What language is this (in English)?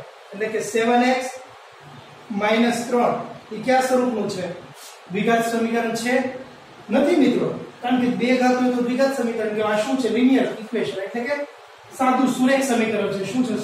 Gujarati